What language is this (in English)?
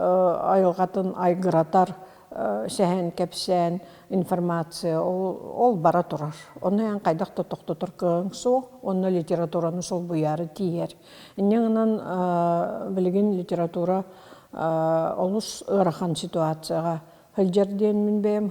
Yakut